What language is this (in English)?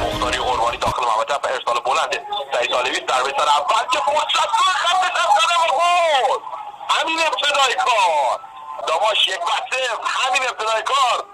Gilaki